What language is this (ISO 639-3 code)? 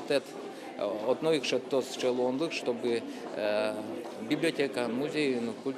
udm